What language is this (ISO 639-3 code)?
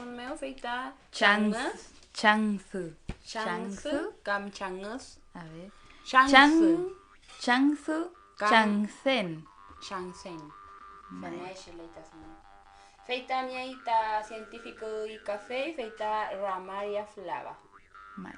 arn